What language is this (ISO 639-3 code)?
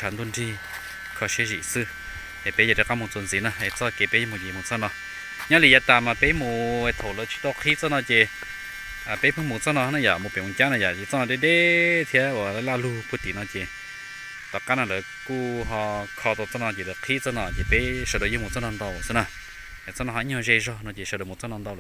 hmn